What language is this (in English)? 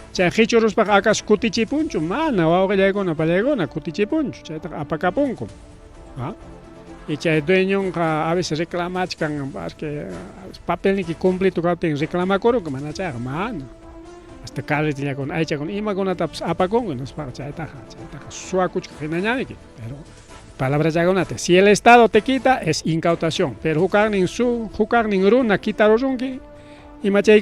Ayacucho Quechua